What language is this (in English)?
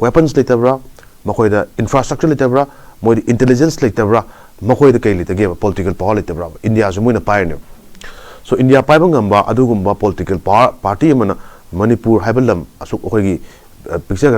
Manipuri